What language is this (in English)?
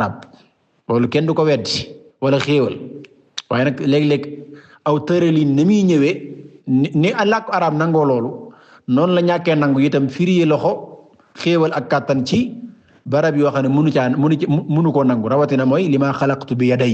Wolof